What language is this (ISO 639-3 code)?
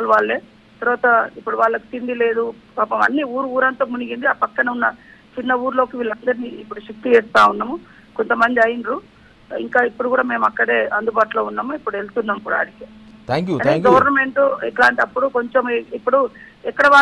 tel